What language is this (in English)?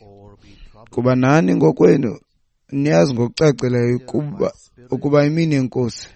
Xhosa